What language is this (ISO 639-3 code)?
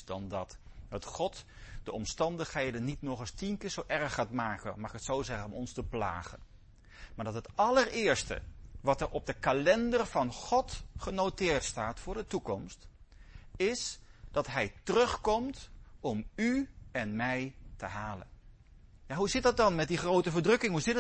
nld